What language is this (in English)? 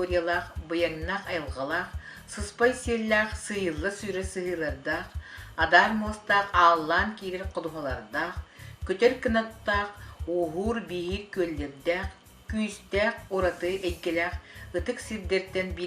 Yakut